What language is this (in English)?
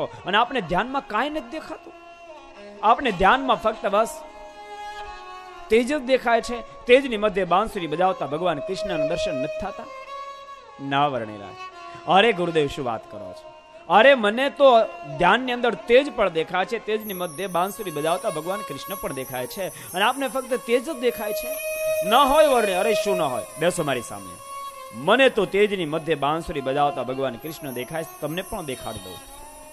Gujarati